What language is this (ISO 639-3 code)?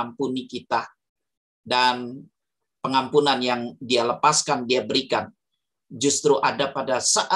ind